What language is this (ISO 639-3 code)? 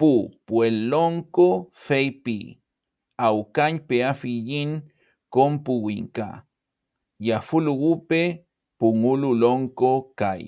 arn